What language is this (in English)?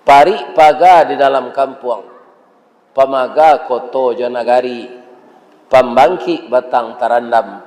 Minangkabau